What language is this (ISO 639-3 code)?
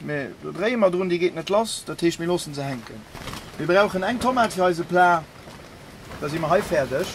ltz